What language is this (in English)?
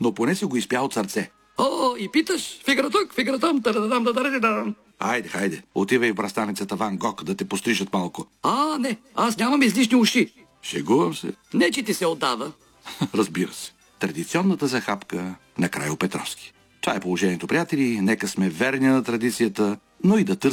Bulgarian